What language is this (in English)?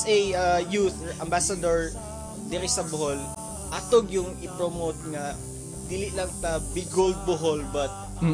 Cebuano